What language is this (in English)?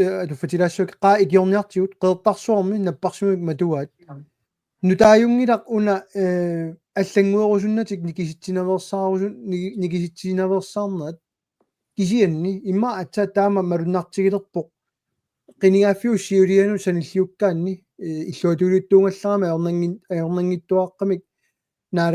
Kalaallisut